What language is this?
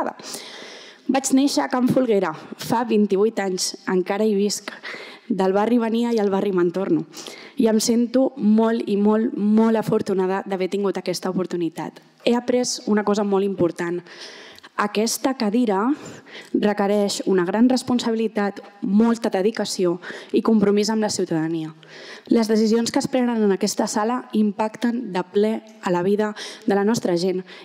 Catalan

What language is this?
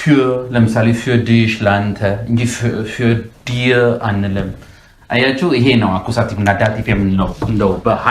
Amharic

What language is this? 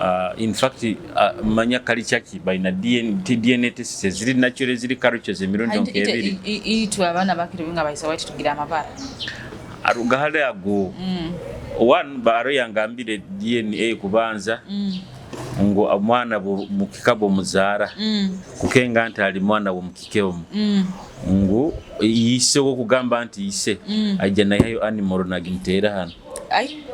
Nyoro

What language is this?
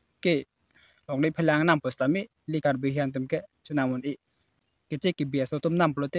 Karbi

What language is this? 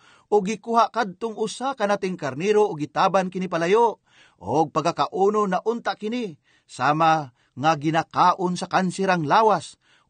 Cebuano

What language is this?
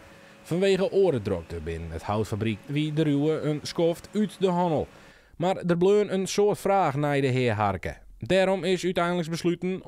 Western Frisian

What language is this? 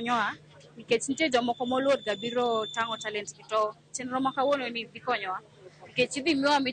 Luo (Kenya and Tanzania)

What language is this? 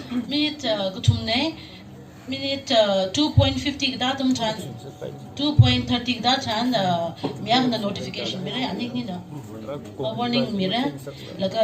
Tangkhul Naga (India)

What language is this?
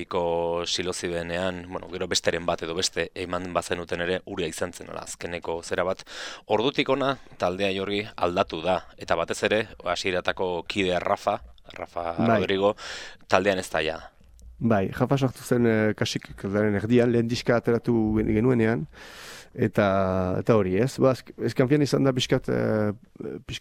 Basque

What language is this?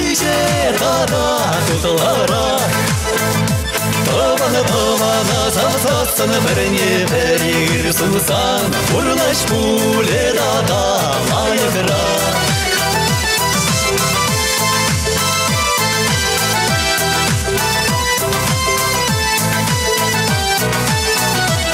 Chuvash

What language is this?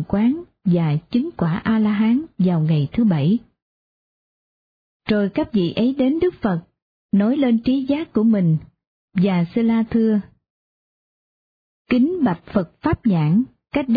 Vietnamese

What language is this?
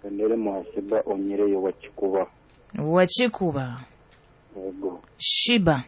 Nyoro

